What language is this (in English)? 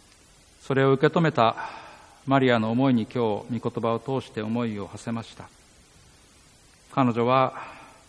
Japanese